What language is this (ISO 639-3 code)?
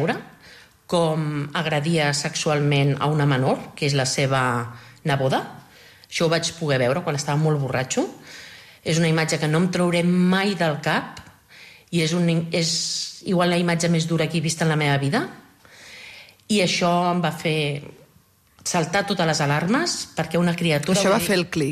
cat